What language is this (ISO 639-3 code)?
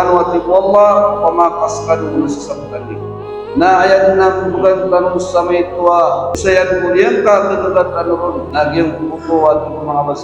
mrw